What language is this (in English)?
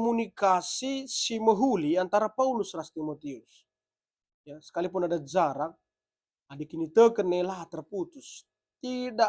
Batak Karo